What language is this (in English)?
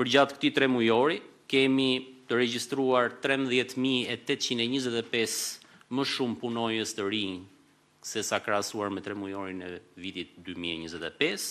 Albanian